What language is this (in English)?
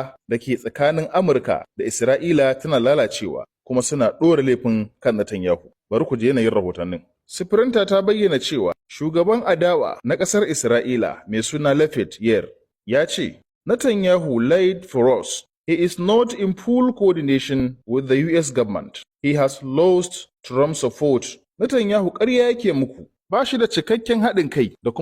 Hausa